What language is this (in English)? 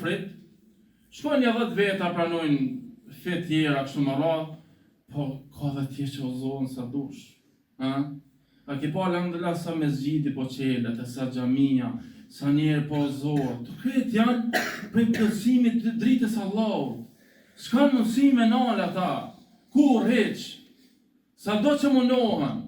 Albanian